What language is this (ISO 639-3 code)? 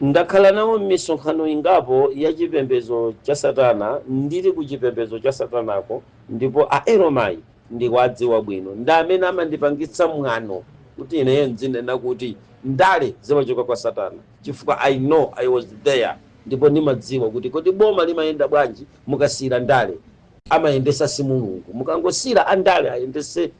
nya